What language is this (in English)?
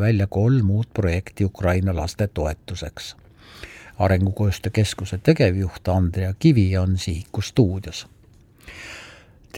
Estonian